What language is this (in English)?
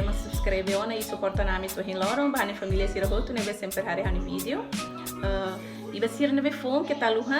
Tetum